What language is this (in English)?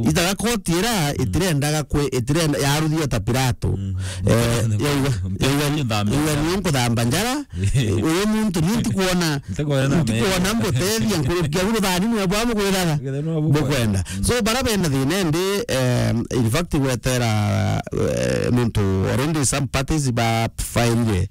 Meru